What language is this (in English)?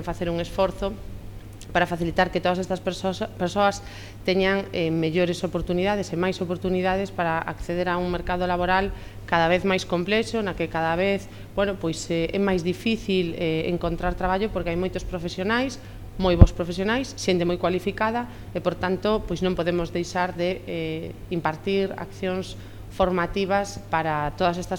Galician